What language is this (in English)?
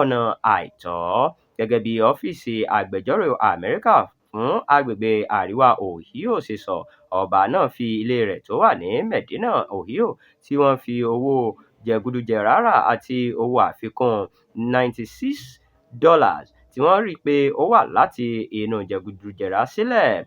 Yoruba